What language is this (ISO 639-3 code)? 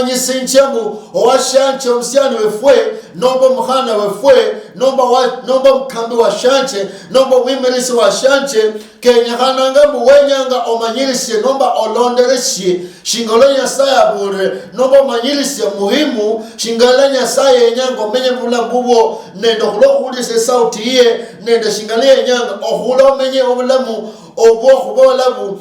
luy